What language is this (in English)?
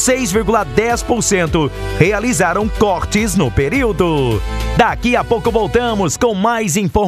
Portuguese